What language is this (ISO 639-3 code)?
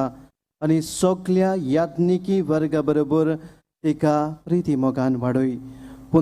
kok